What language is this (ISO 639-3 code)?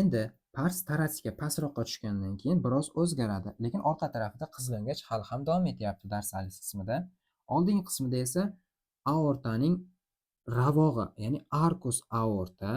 uzb